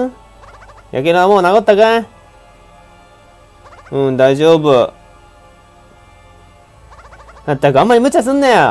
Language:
Japanese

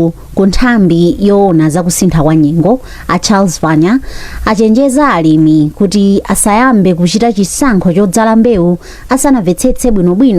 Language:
Nyanja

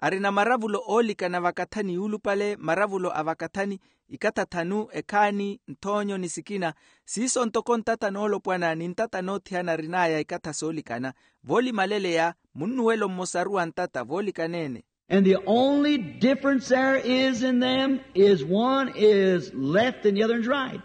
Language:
Makhuwa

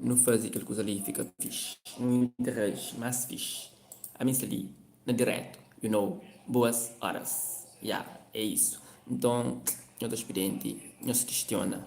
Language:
Kabuverdianu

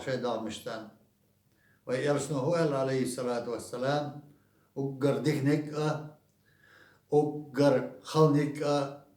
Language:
Chechen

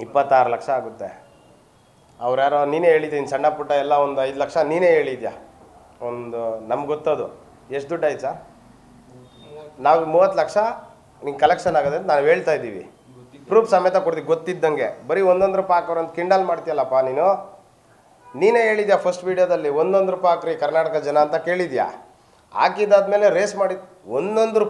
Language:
Kannada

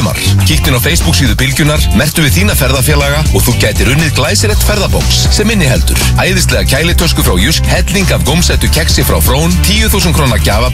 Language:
Icelandic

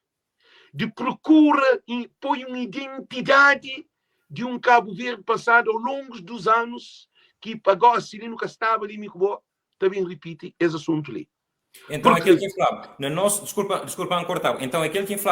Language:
Kabuverdianu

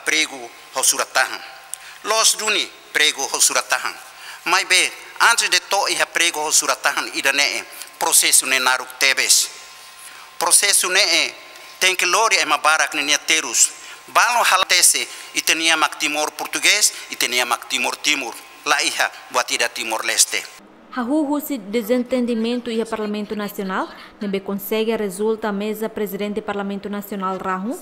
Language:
Tetum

